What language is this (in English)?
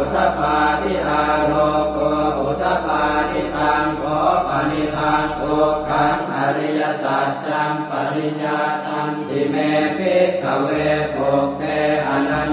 Pali